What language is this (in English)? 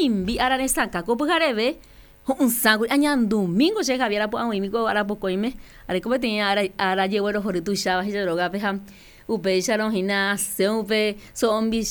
Guarani